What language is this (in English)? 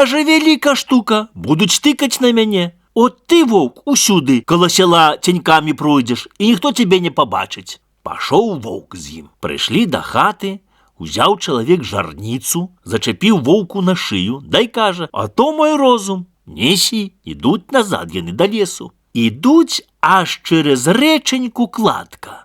Belarusian